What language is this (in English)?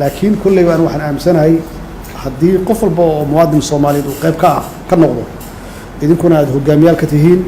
Somali